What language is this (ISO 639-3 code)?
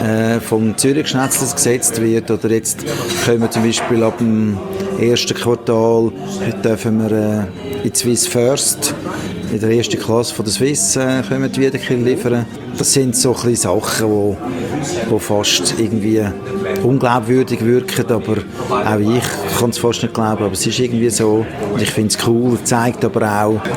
deu